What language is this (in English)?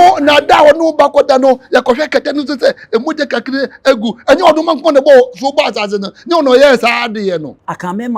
Akan